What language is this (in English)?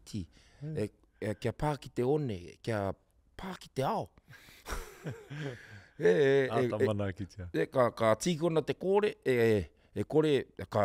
Māori